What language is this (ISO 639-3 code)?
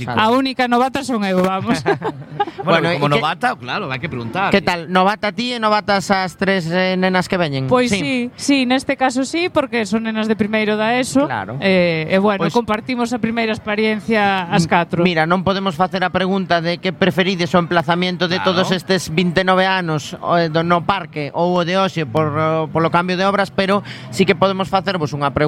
glg